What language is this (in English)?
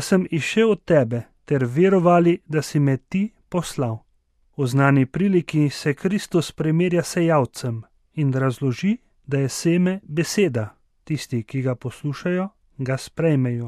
Slovenian